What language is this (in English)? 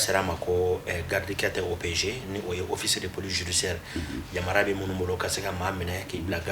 Bambara